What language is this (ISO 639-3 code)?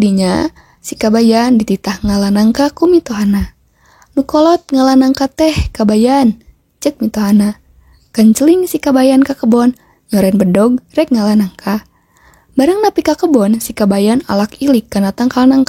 sun